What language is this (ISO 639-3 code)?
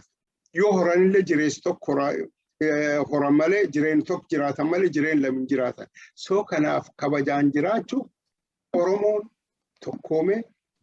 orm